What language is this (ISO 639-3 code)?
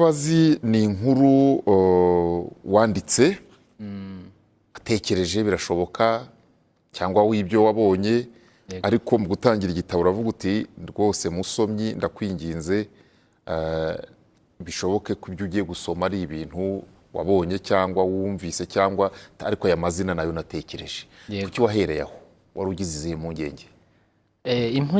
kin